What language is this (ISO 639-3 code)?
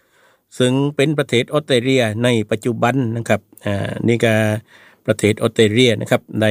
tha